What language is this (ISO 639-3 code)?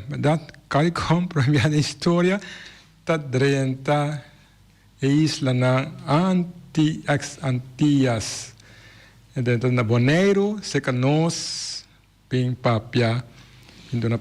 pap